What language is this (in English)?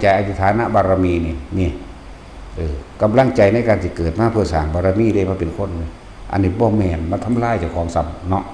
Northeastern Thai